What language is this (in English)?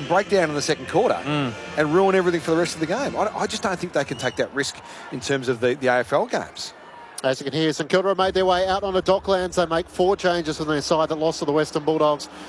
English